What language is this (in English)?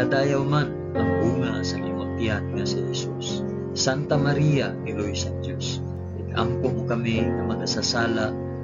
Hiligaynon